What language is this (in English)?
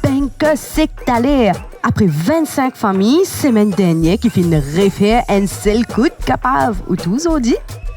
Morisyen